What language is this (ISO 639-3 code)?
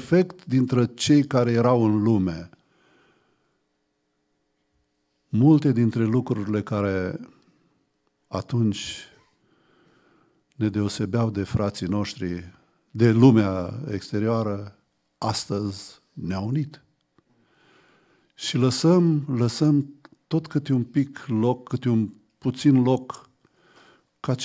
ron